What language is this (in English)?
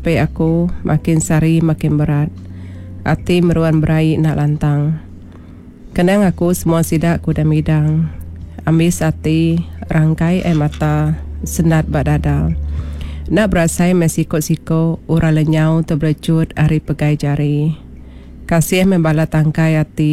Iban